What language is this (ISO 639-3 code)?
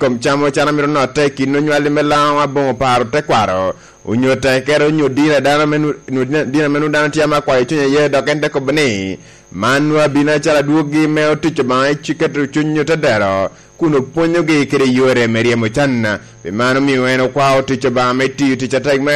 laj